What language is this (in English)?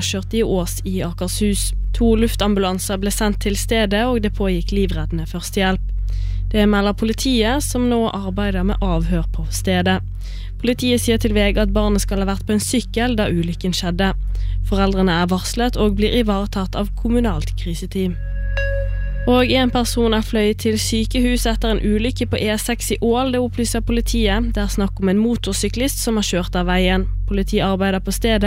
Norwegian